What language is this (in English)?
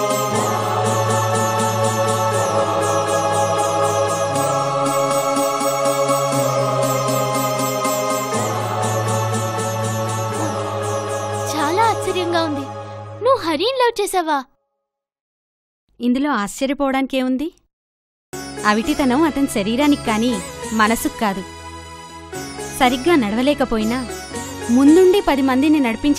Telugu